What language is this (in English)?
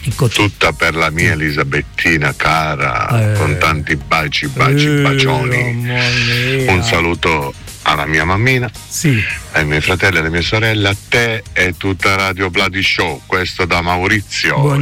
Italian